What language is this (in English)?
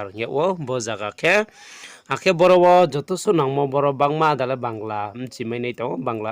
Riang (India)